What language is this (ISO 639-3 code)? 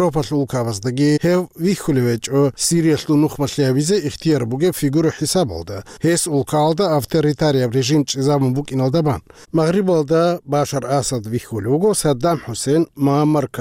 ava